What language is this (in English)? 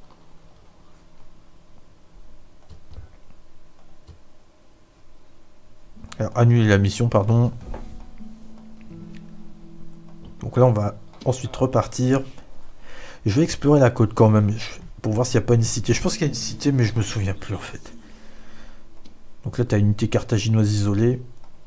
French